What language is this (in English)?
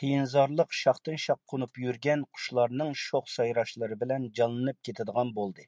Uyghur